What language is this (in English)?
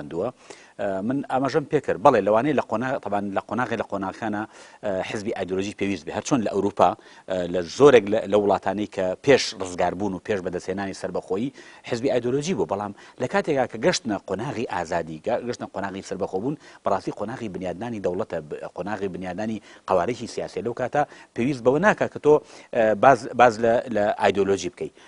Central Kurdish